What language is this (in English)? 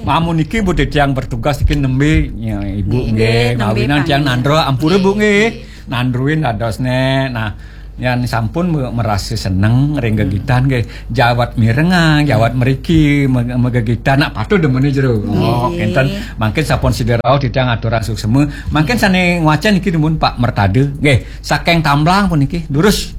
Balinese